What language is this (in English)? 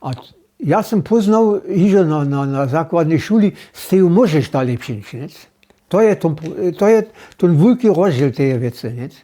Upper Sorbian